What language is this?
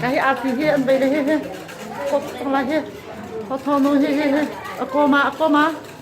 Hakha Chin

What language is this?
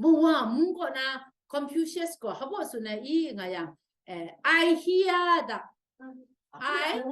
Kachin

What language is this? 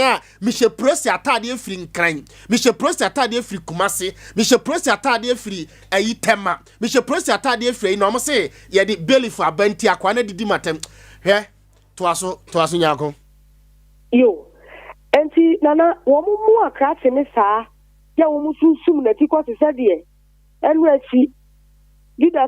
Akan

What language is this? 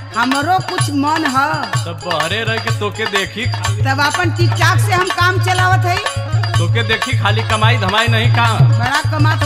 Bhojpuri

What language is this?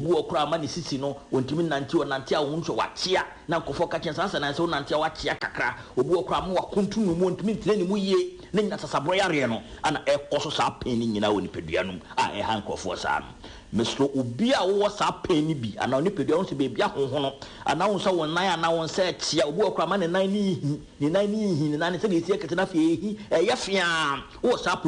Akan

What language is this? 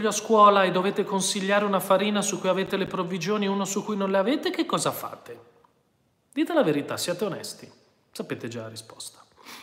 Italian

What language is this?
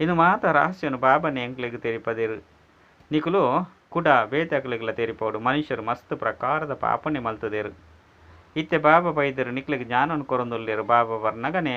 Tulu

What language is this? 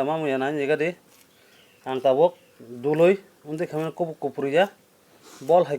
Kok Borok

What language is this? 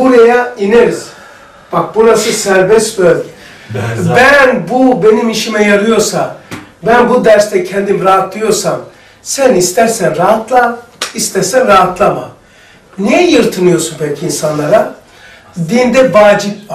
Turkish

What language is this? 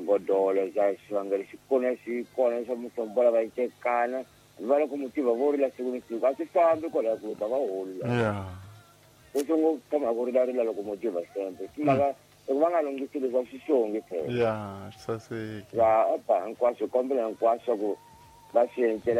Tsonga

